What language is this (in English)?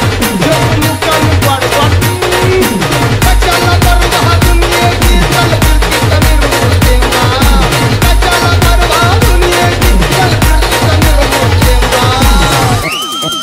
Marathi